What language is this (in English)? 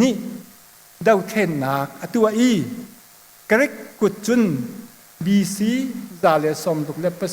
Hakha Chin